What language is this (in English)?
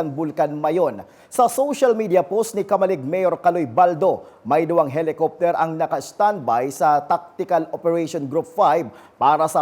Bikol